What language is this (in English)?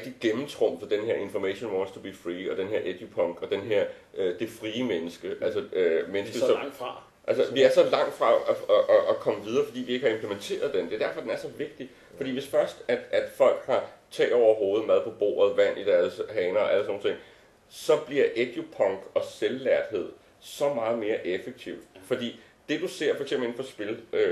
Danish